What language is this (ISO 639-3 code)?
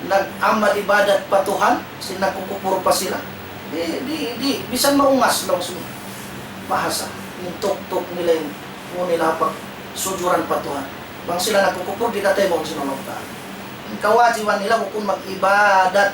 tsg